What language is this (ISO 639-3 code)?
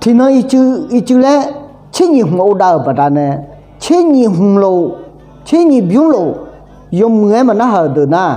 ahk